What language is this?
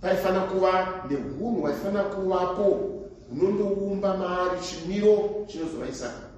Shona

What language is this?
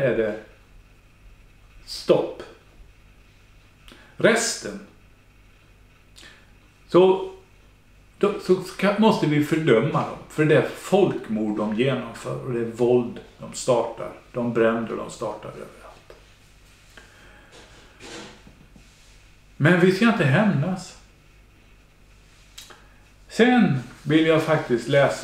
Swedish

